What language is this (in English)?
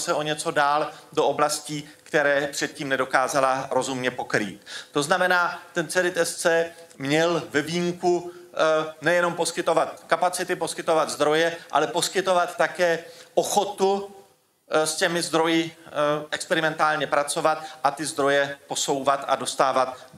Czech